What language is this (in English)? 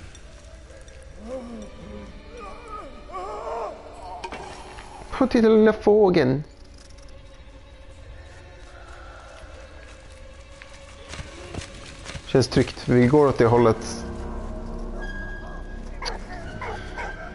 Swedish